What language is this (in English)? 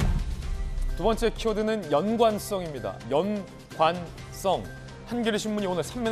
Korean